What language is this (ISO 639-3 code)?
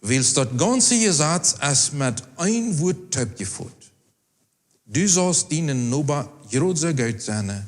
pdt